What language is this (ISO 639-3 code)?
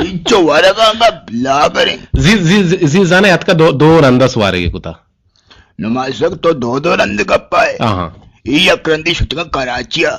bgp